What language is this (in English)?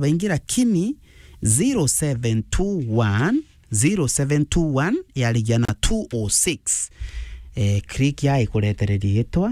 Meru